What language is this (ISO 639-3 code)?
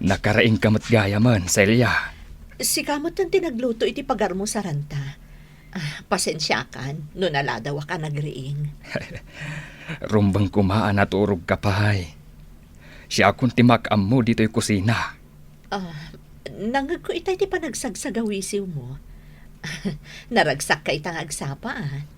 ilo